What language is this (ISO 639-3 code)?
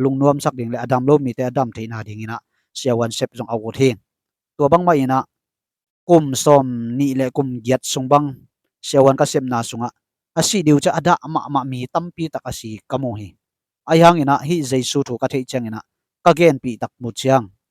ctd